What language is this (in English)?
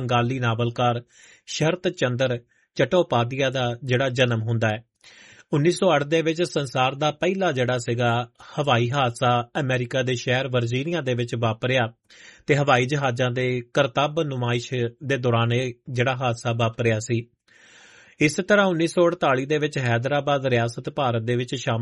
Punjabi